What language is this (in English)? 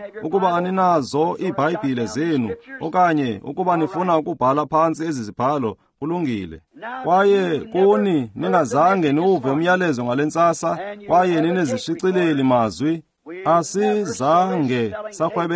Xhosa